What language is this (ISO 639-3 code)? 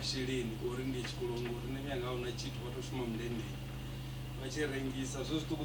ven